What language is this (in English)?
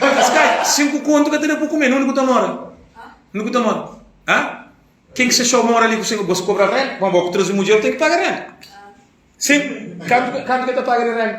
Kabuverdianu